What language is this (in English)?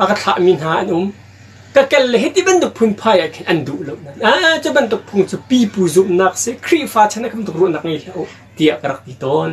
Hakha Chin